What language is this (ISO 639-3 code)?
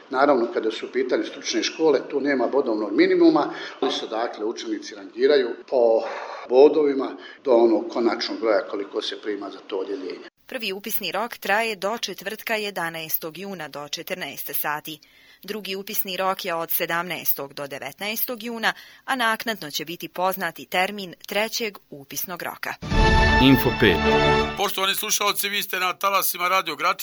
bos